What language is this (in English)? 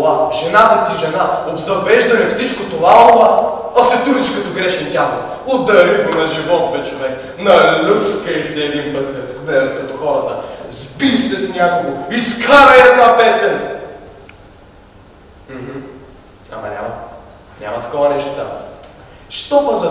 Bulgarian